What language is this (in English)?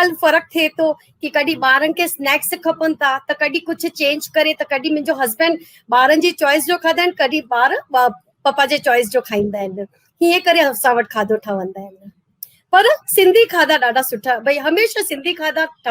Sindhi